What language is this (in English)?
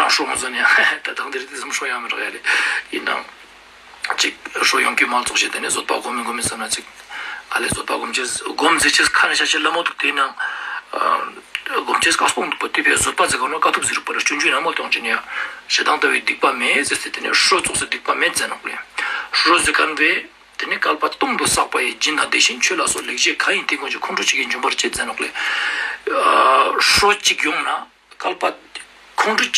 Ladakhi